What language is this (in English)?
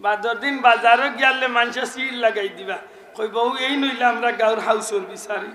Sylheti